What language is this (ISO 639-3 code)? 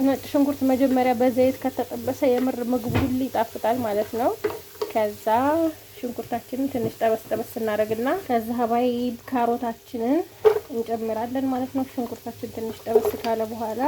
amh